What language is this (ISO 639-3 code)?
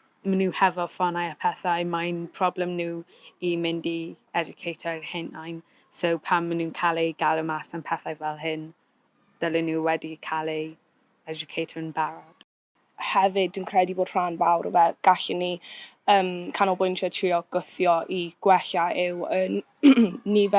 cym